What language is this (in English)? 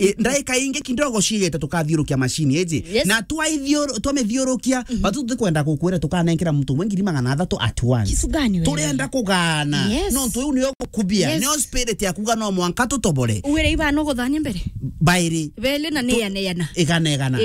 Meru